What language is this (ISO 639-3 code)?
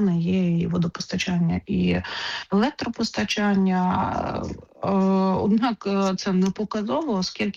ukr